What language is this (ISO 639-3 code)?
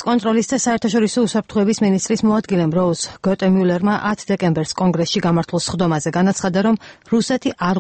kat